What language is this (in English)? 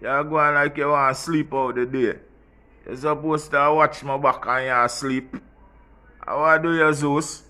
Jamaican Creole English